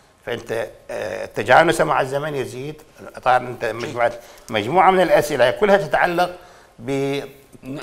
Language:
Mesopotamian Arabic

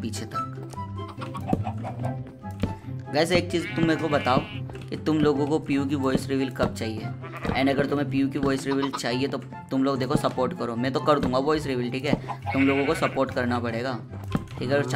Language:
Hindi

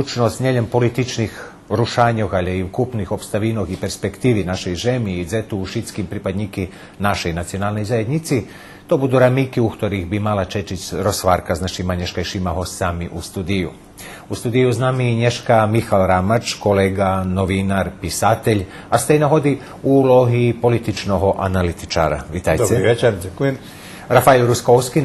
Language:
Rusyn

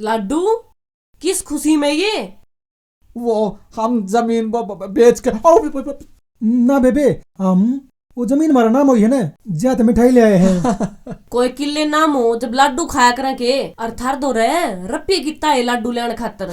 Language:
Haryanvi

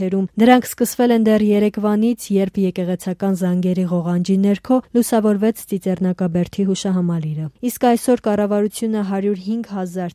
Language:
Armenian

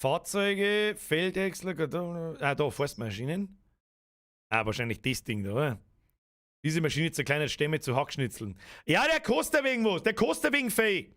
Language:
Bavarian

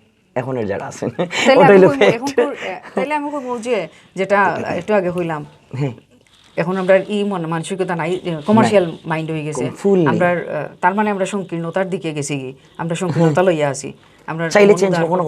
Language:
Sylheti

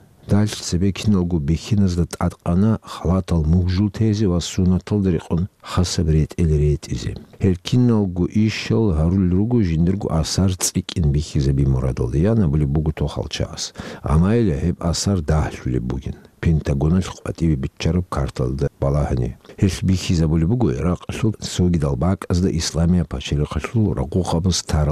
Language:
Avaric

